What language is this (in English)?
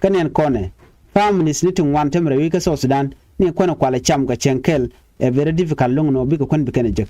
Nuer